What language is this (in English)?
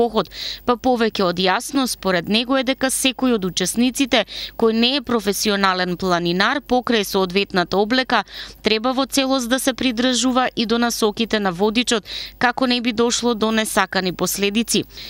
Macedonian